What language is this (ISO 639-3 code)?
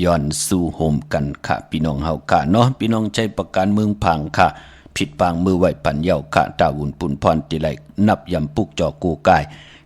shn